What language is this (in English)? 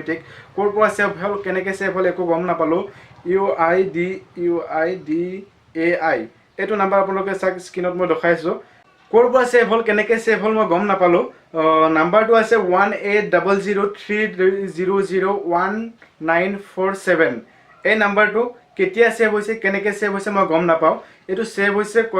Assamese